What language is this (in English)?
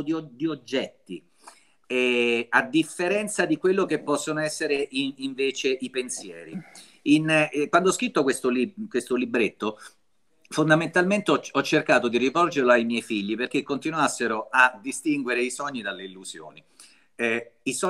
Italian